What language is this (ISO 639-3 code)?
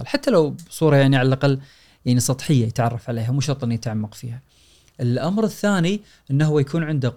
afb